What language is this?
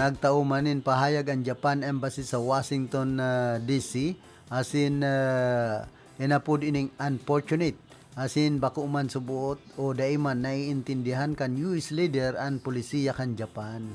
Bikol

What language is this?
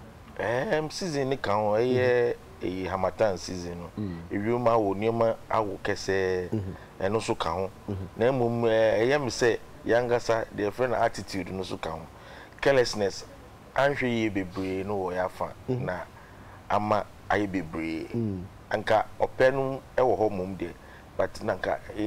Akan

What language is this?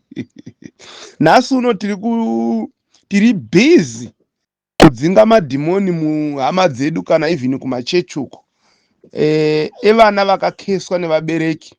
Shona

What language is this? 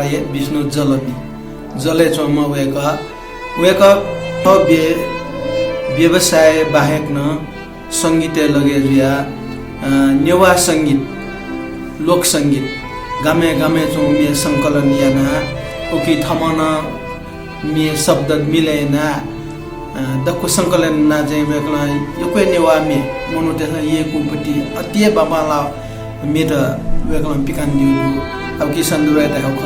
Newari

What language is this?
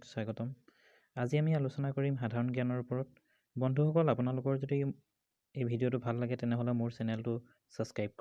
Assamese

